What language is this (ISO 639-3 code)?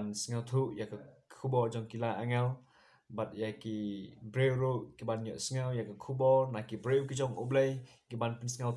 kha